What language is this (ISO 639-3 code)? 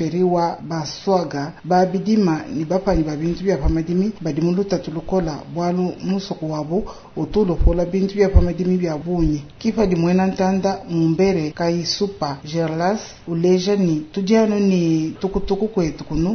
lua